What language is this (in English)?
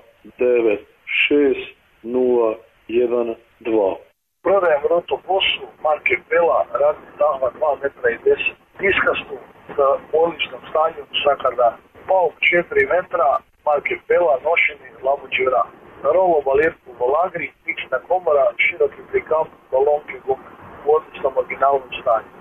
Croatian